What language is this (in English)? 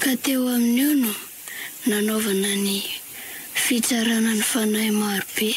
Malagasy